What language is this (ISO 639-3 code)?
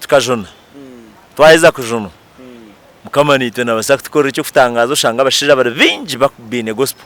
nyn